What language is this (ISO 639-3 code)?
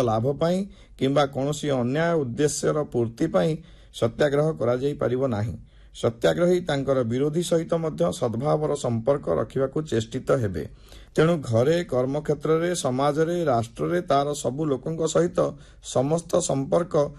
ori